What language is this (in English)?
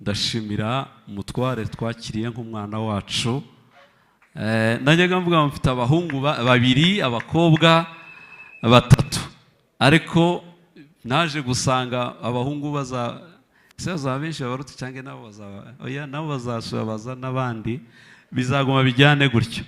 Kinyarwanda